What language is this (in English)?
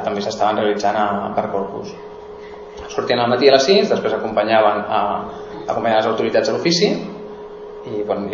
Catalan